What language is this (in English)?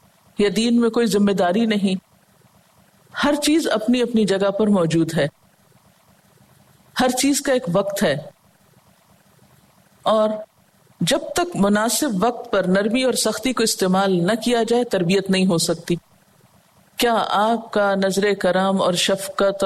Urdu